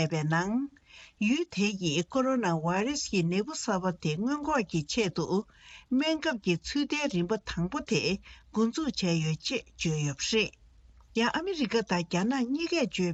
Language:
Tibetan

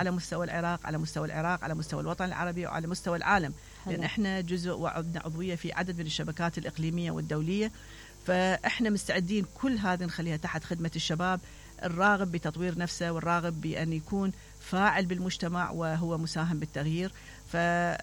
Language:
Mesopotamian Arabic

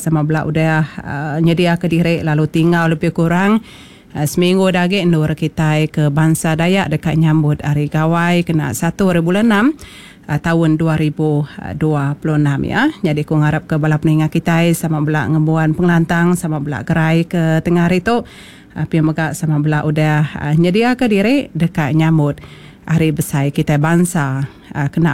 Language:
Iban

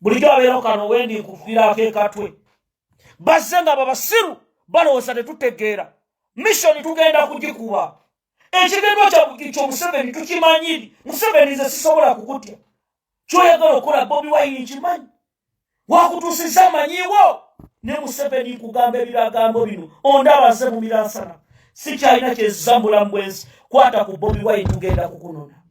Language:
Ganda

